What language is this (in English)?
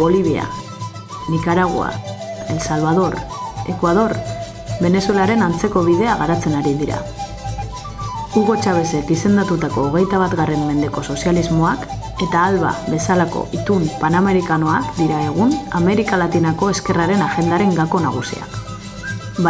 Basque